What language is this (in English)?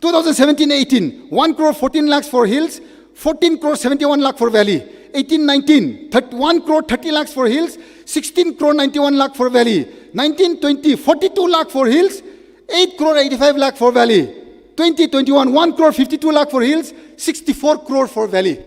Tangkhul Naga (India)